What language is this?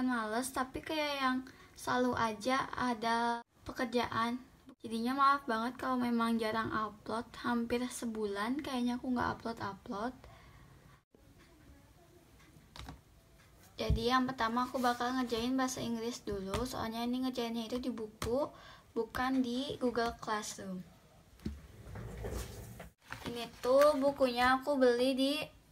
Indonesian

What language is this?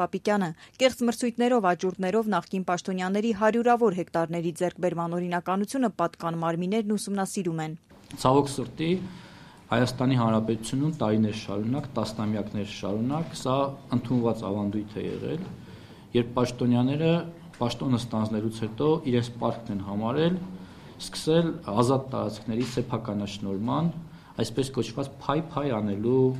Armenian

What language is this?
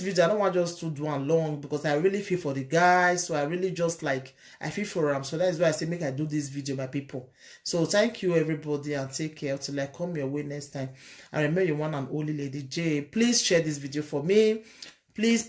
Nigerian Pidgin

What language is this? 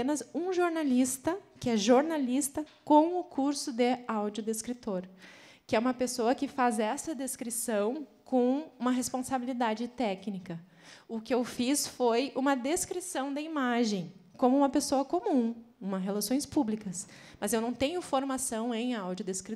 Portuguese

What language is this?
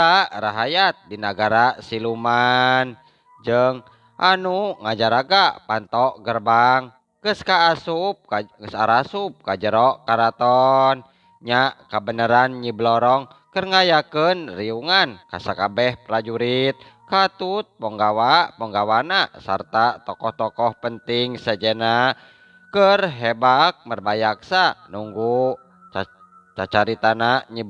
Sundanese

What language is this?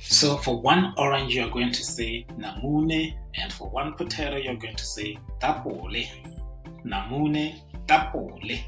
Tswana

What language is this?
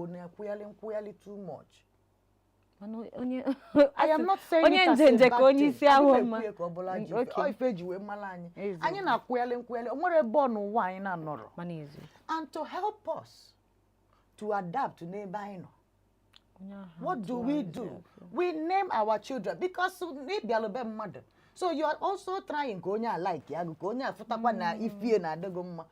Igbo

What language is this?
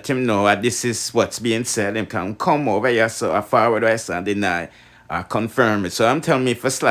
Jamaican Creole English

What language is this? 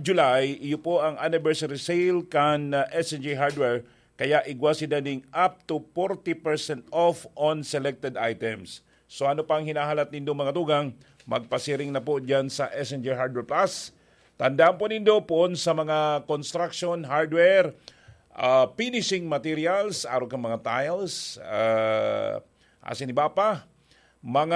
Bikol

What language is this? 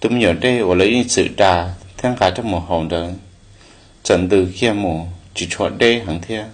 Hmong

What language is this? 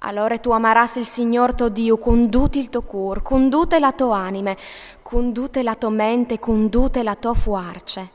Friulian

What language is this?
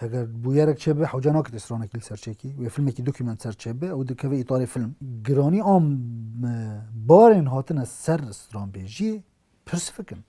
Kurdish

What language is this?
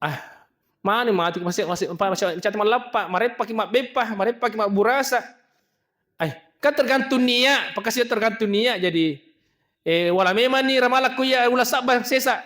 Buginese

